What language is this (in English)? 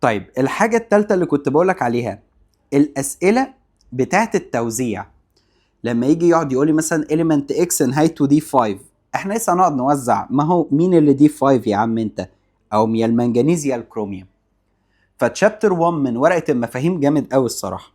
Egyptian Arabic